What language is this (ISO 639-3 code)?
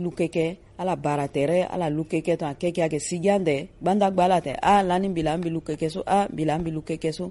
sag